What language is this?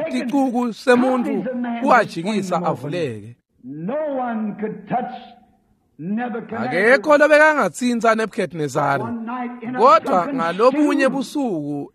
Swati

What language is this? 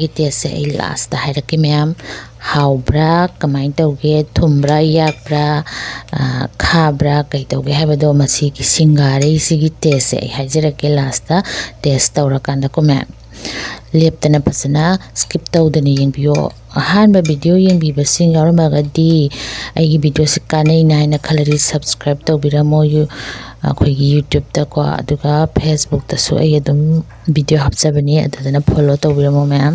Manipuri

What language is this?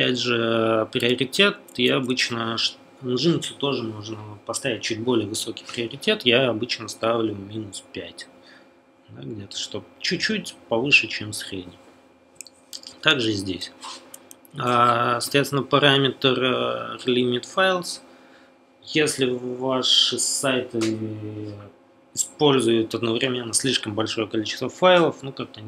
Russian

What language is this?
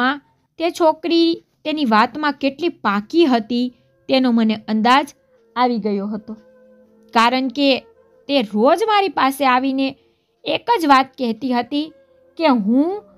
Gujarati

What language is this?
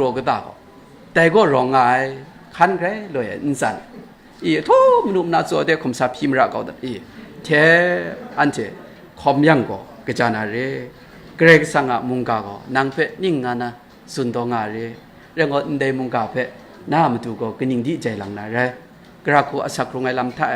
Kachin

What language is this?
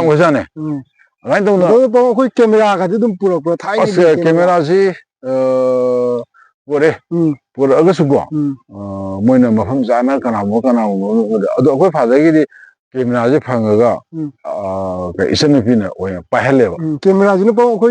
Manipuri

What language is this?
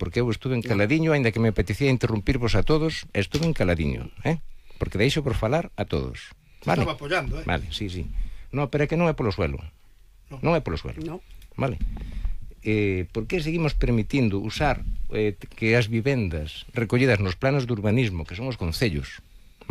Galician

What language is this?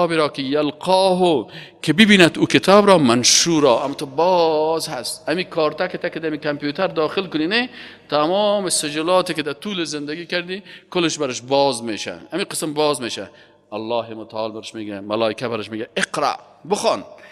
Persian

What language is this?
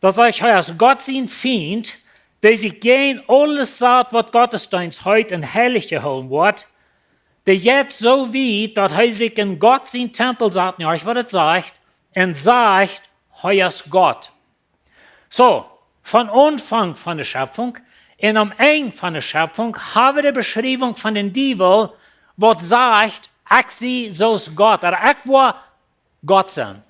Plautdietsch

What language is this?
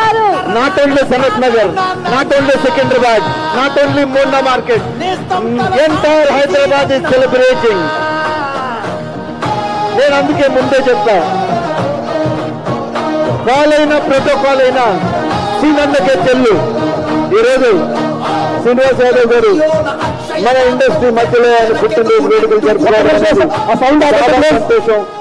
Telugu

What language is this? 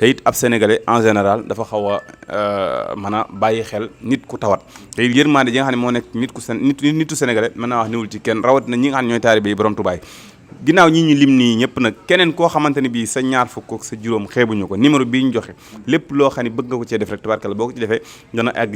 Wolof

